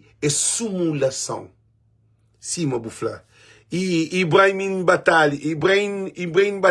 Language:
Kabuverdianu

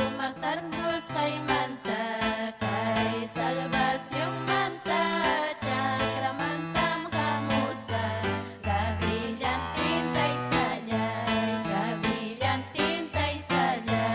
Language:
Ayacucho Quechua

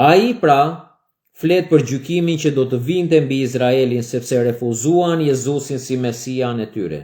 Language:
Albanian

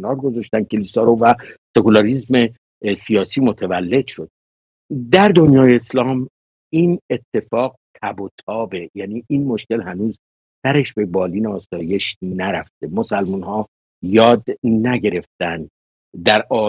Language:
Persian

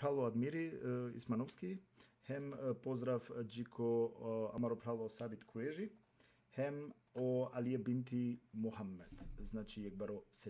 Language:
Balkan Romani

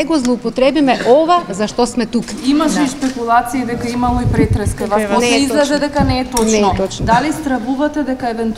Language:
Macedonian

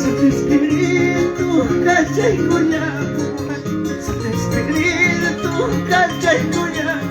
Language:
Ayacucho Quechua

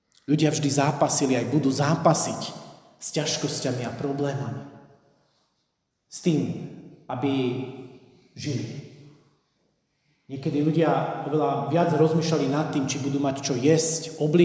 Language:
Slovak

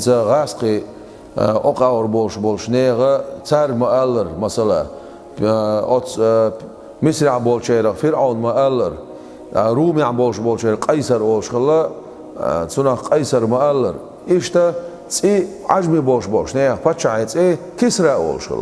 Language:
Chechen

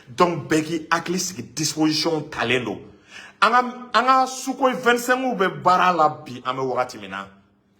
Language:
Bambara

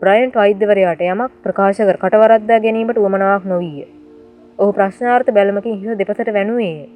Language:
Sinhala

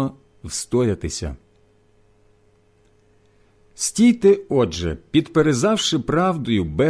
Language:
Ukrainian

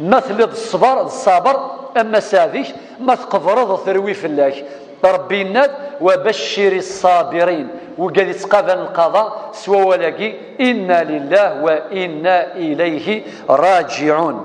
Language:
Kabyle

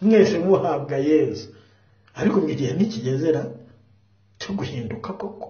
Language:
Kinyarwanda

